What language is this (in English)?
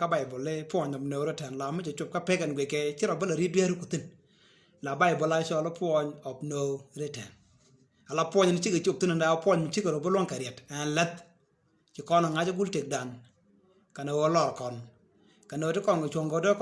Nuer